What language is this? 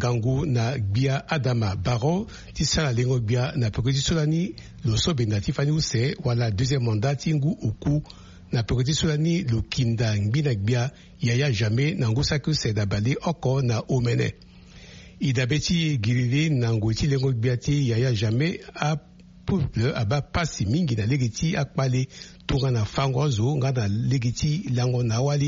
Sango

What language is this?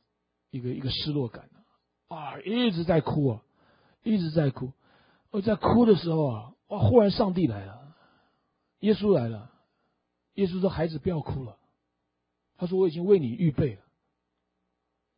Chinese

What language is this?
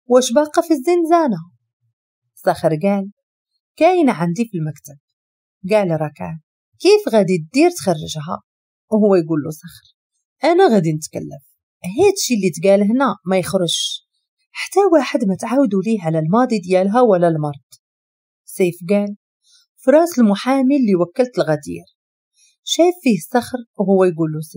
Moroccan Arabic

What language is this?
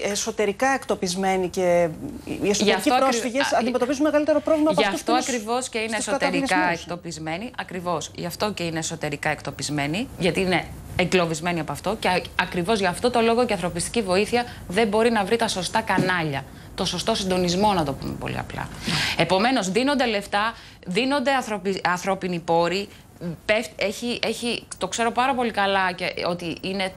Greek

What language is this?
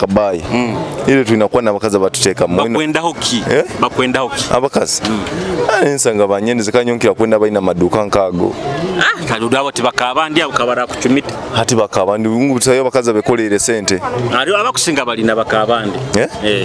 Nyoro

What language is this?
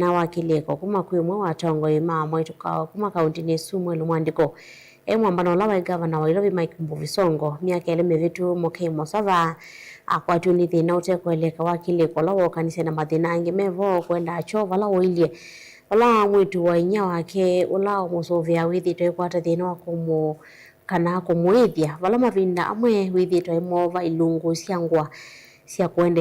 Kamba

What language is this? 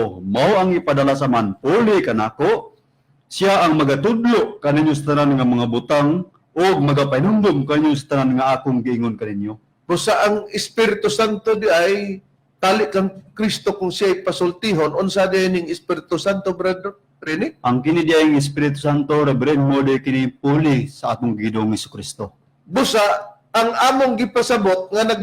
Cebuano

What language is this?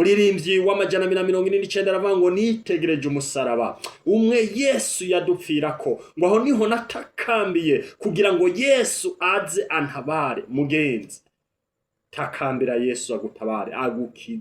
Rundi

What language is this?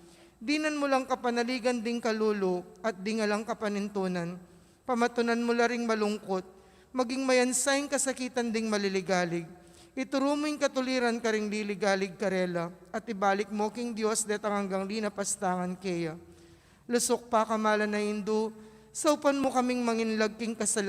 Pampanga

